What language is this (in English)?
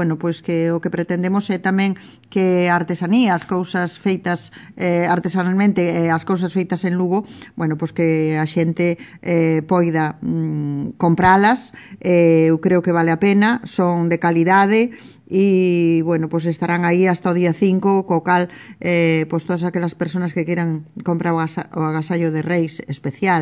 Galician